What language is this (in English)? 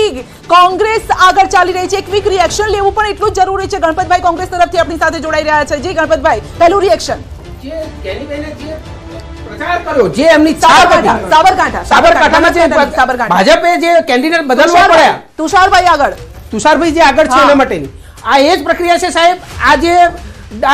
Gujarati